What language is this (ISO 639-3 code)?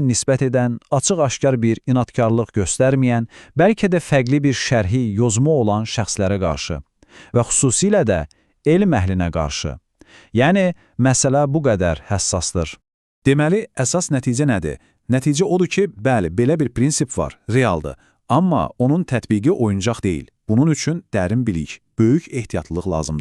aze